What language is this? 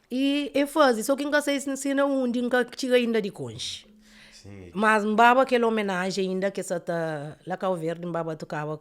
Kabuverdianu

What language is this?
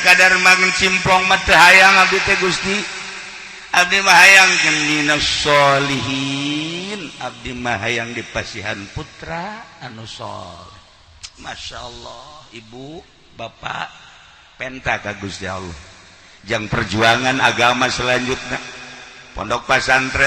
Sundanese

